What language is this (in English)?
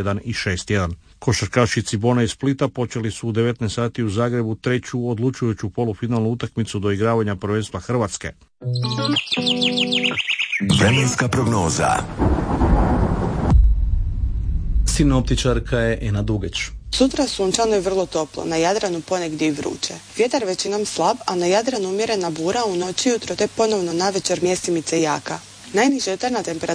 Croatian